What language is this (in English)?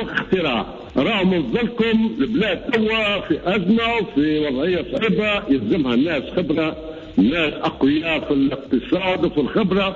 Tunisian Arabic